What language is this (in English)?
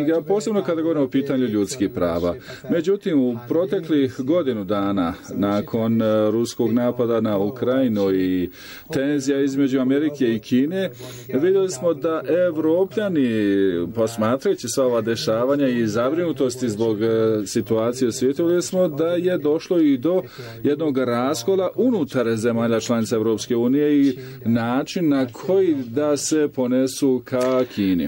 Bosnian